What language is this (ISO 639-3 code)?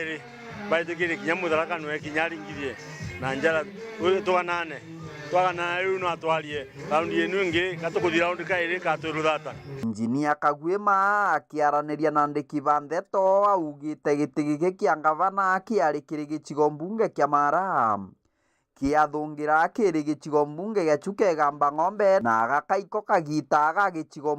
mer